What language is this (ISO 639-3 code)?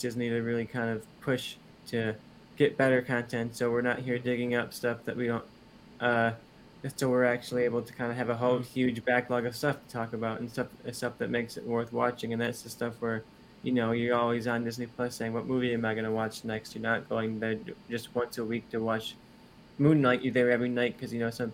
eng